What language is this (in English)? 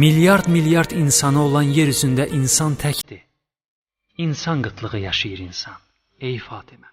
Azerbaijani